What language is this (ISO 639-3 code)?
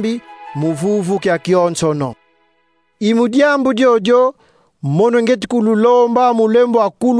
kon